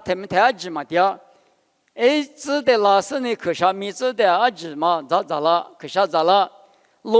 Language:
Lisu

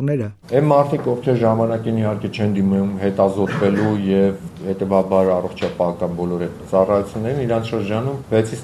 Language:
Armenian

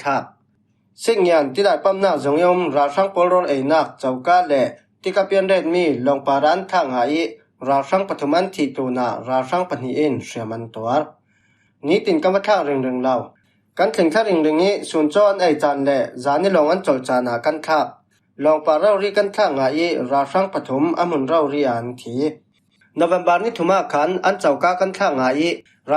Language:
Falam Chin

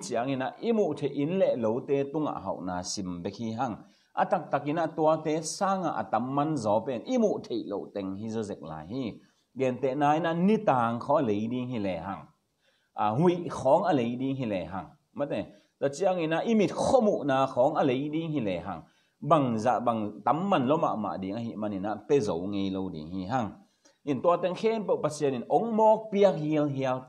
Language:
Tedim Chin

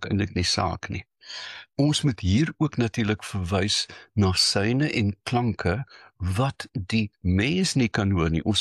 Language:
Afrikaans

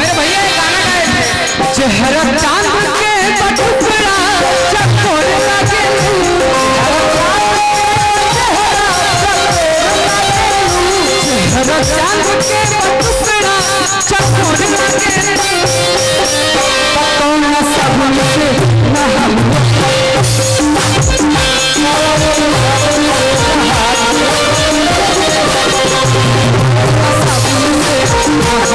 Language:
Bhojpuri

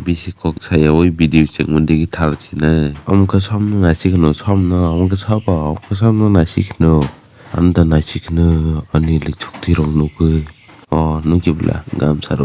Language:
Kok Borok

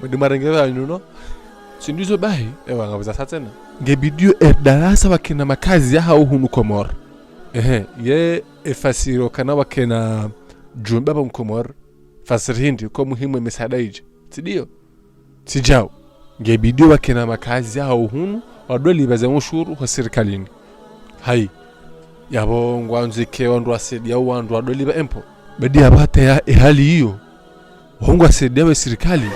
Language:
Ngazidja Comorian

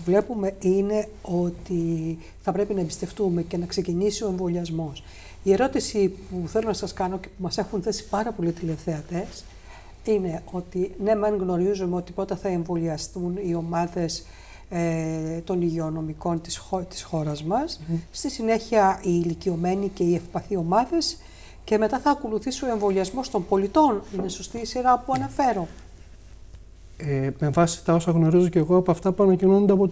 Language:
Greek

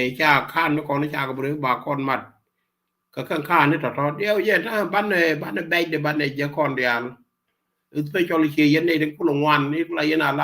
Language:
Nuer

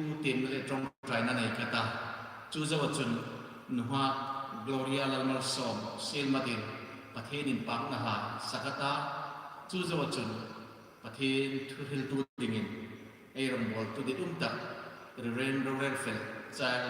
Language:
Hmar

